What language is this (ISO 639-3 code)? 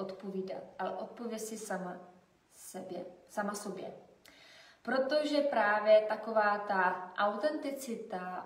ces